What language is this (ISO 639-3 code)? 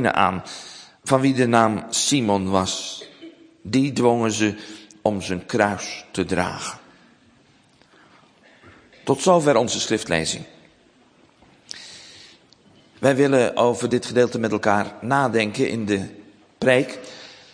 nld